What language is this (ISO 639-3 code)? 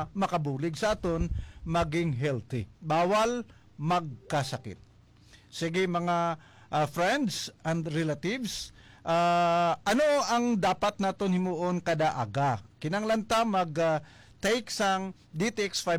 hil